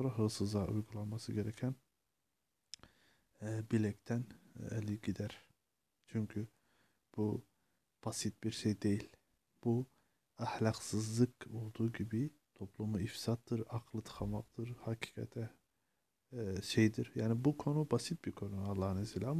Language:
Turkish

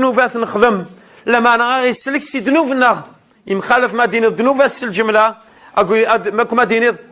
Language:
Kabyle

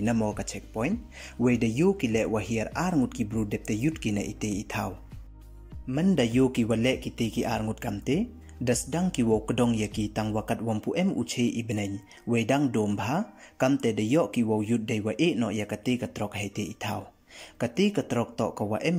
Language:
Pnar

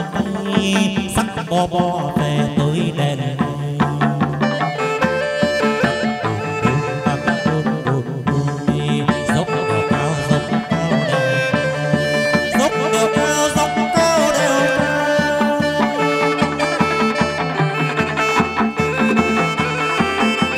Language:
Vietnamese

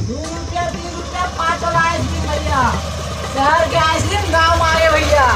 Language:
Chhattisgarhi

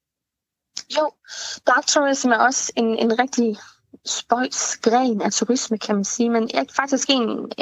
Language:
Danish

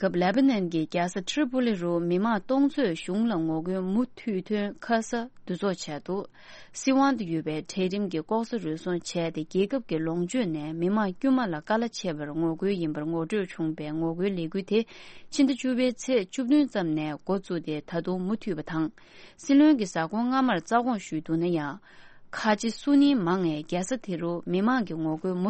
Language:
Tibetan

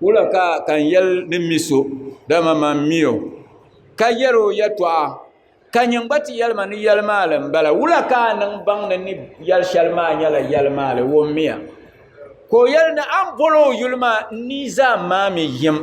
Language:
Dagbani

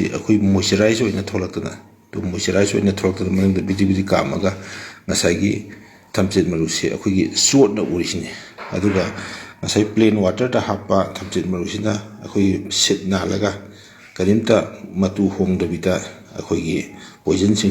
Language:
Manipuri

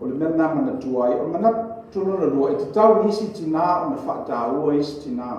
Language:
Samoan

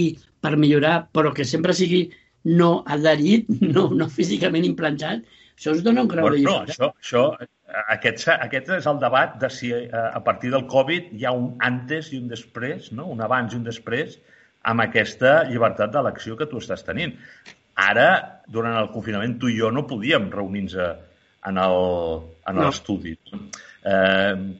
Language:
Catalan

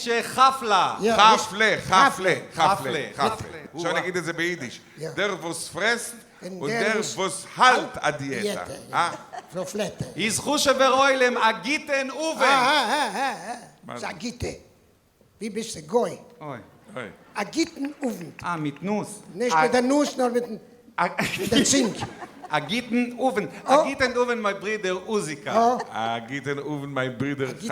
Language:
Yiddish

